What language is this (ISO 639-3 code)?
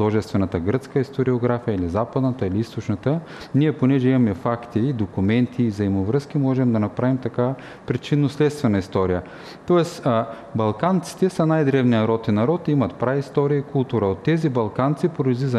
bul